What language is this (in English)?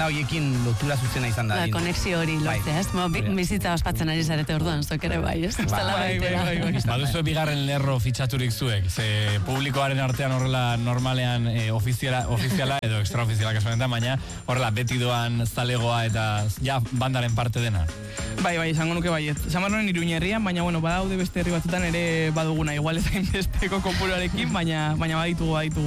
Basque